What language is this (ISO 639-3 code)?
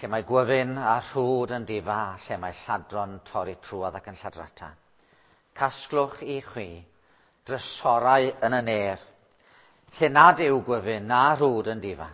cym